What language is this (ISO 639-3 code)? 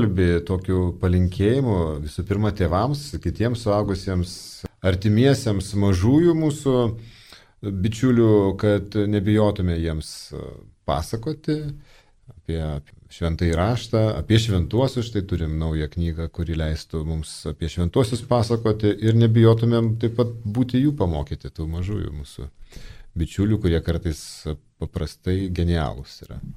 lit